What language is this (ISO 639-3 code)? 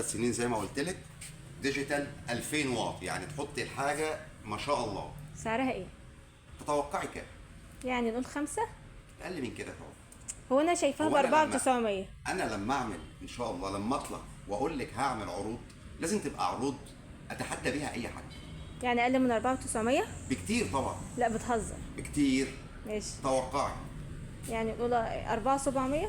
arz